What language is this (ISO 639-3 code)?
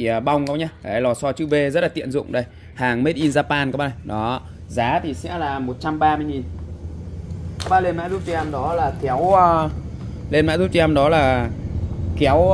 vie